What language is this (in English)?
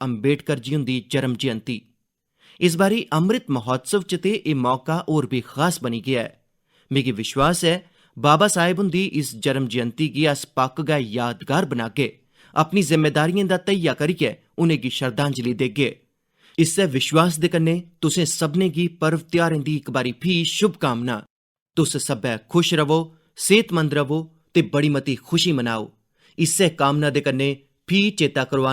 Dogri